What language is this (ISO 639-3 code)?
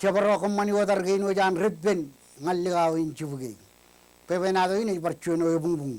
mah